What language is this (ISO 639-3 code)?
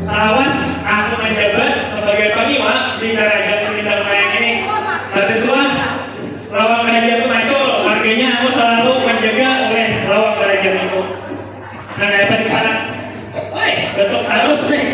bjn